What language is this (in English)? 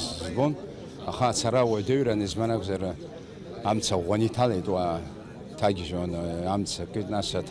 Abkhazian